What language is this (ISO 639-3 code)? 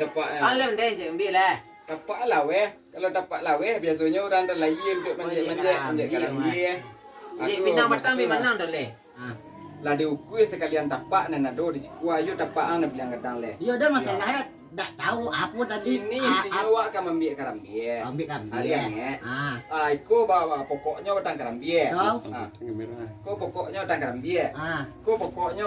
min